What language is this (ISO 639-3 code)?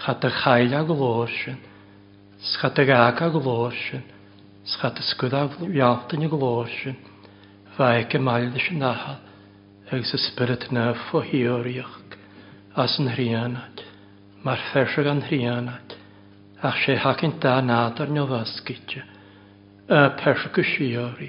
cym